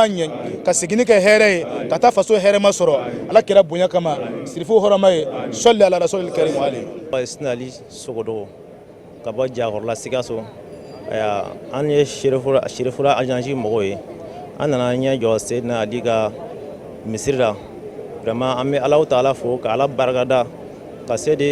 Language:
Bambara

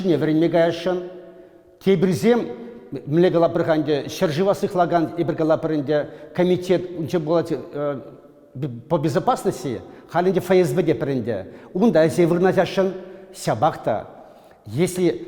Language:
Chuvash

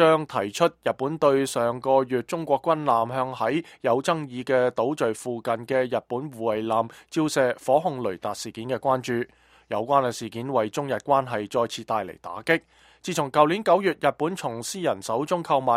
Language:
Cantonese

